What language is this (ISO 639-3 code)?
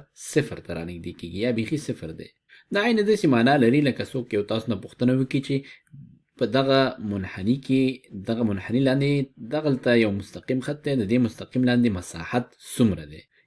pus